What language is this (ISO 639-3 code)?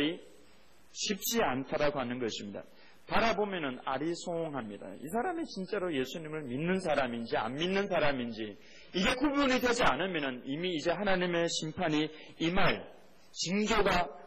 kor